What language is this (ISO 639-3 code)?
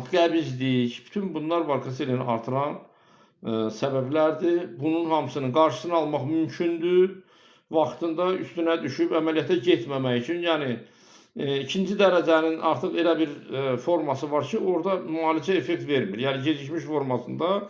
aze